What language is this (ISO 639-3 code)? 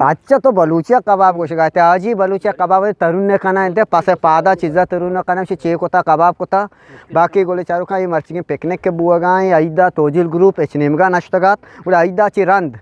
bgp